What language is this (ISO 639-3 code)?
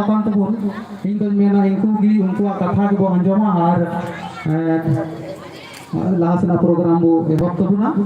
sat